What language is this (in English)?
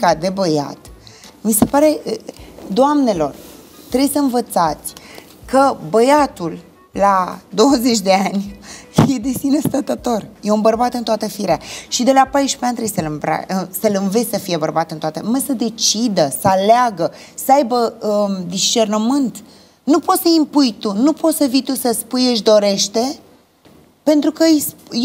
Romanian